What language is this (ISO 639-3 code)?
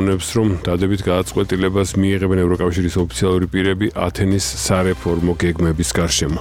kat